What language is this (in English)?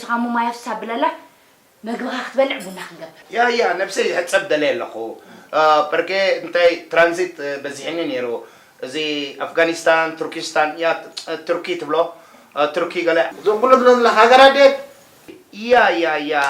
Tigrinya